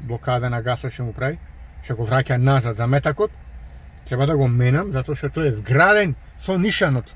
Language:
Macedonian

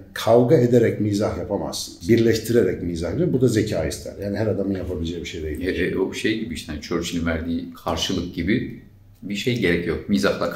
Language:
Turkish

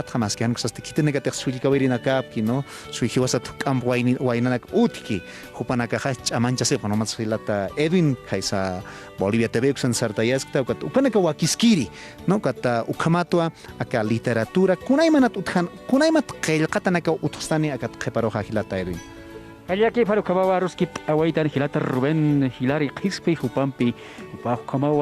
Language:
Aymara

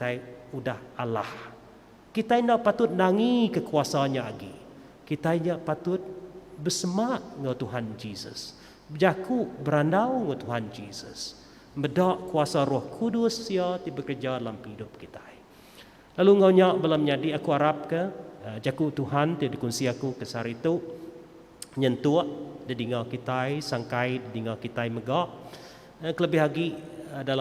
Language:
Iban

